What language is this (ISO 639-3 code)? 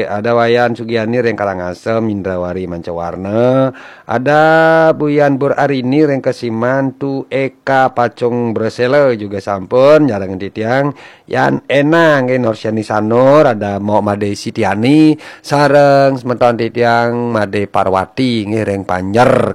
ban